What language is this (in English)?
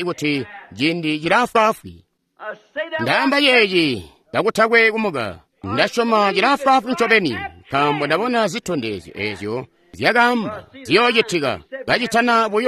Tonga (Zambia)